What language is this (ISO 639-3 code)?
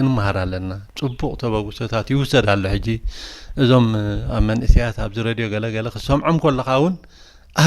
tir